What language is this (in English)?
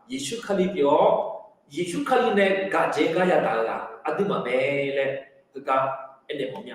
Akha